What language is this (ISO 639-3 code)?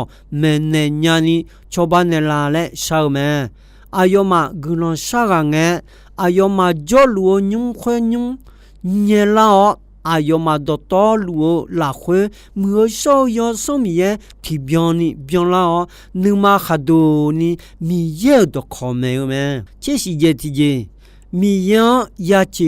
ahk